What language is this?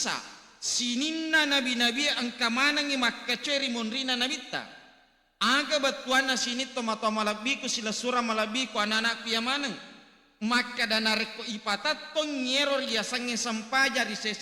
Buginese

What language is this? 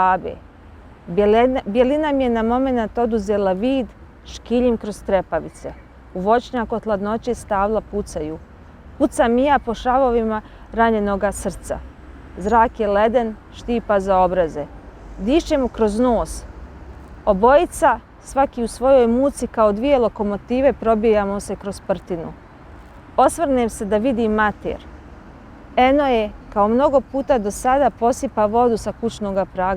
Bosnian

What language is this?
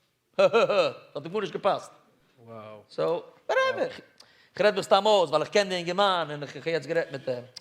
Yiddish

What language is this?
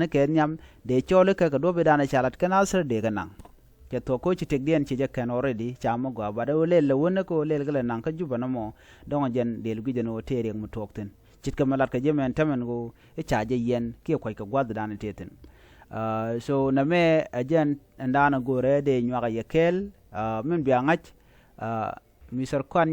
Nuer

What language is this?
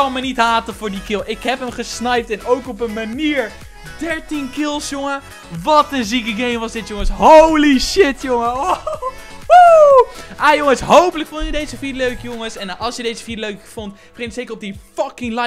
Dutch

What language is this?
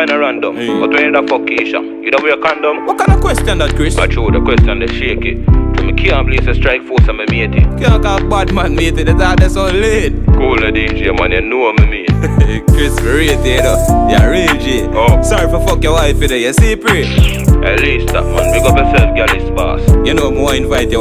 Jamaican Creole English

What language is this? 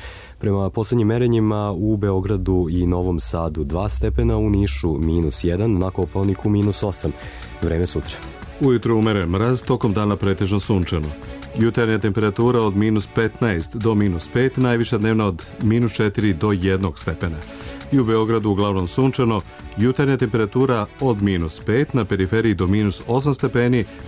Serbian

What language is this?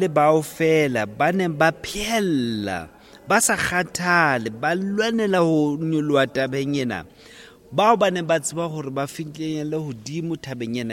Southern Sotho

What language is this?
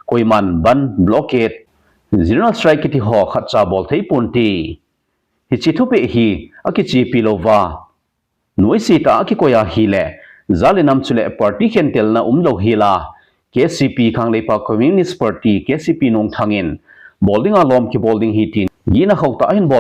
Thado Chin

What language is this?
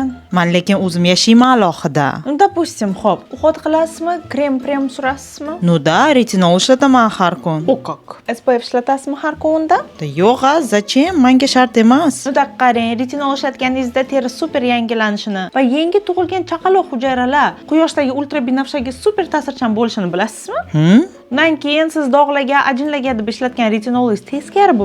Uzbek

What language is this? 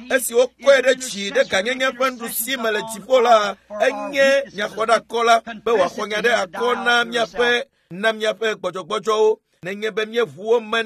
Ewe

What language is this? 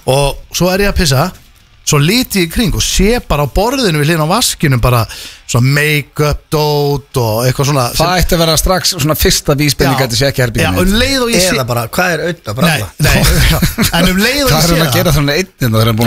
Icelandic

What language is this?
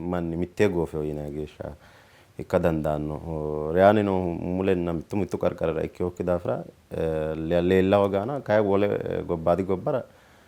Sidamo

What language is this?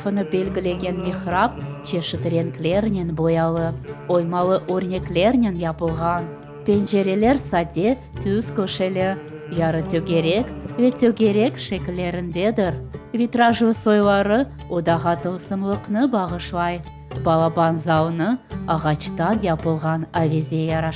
Crimean Tatar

